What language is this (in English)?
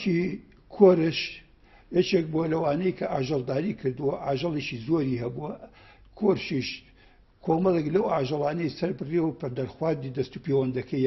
Central Kurdish